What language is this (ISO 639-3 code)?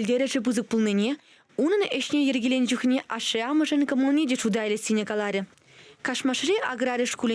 chv